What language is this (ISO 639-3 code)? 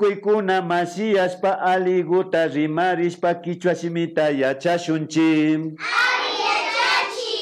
qvi